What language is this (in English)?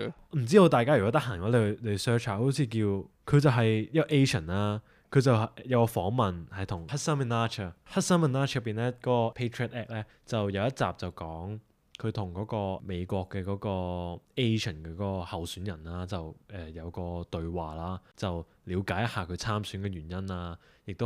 Cantonese